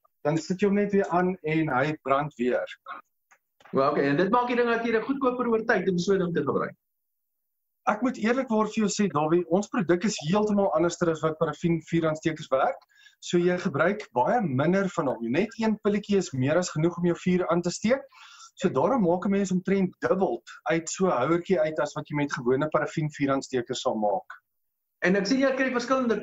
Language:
Afrikaans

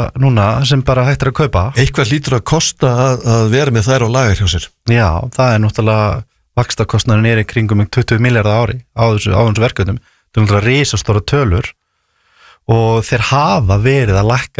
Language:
Icelandic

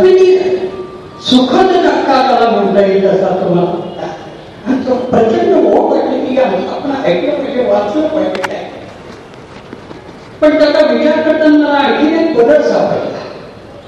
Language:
Marathi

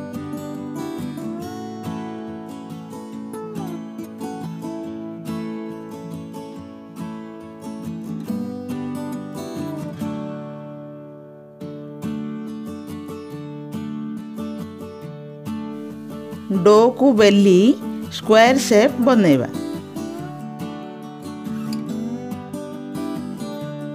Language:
Odia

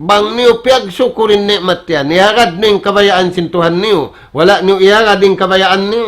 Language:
Tausug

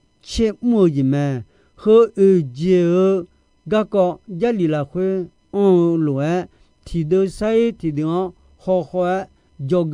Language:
Akha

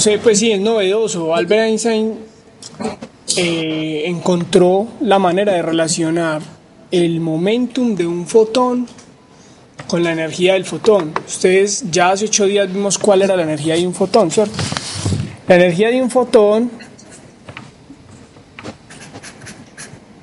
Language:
Spanish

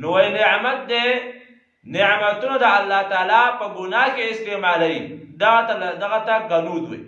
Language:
Pashto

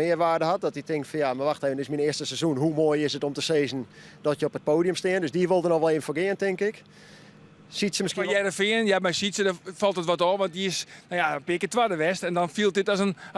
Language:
Western Frisian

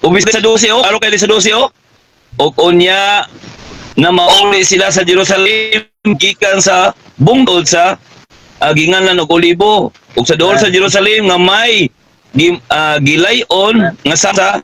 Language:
Cebuano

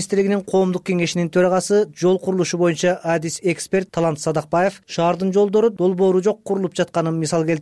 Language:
Kyrgyz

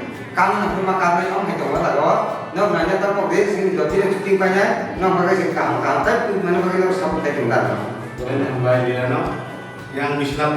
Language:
Kok Borok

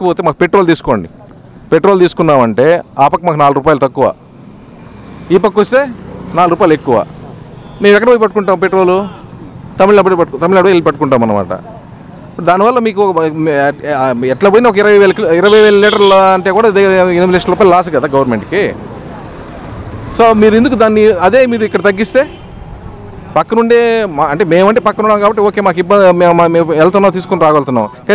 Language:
Telugu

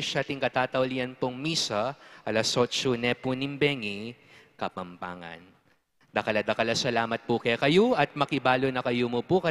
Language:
Pampanga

